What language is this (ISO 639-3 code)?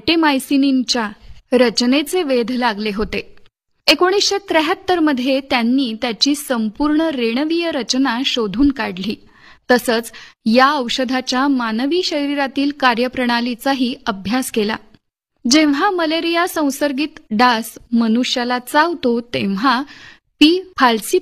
mar